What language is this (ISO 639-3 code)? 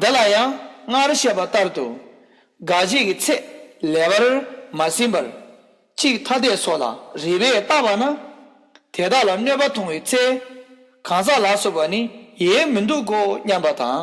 bod